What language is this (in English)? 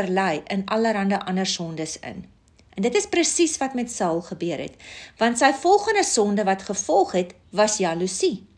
Afrikaans